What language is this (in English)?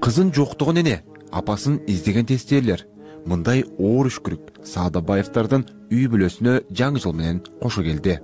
Kyrgyz